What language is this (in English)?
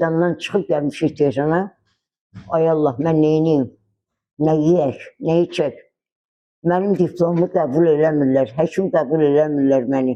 Azerbaijani